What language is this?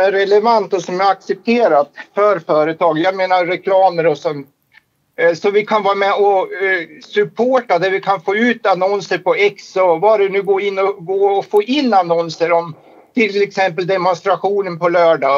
Swedish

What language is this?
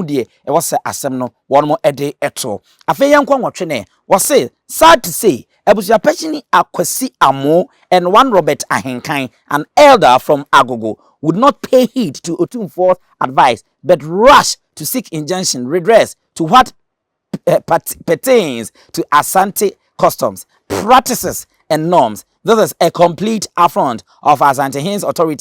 Akan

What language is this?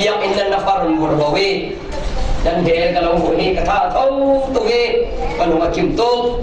Falam Chin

